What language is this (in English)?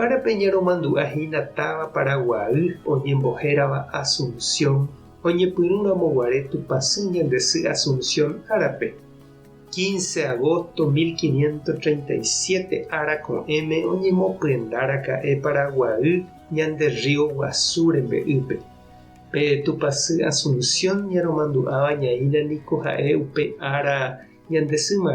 Guarani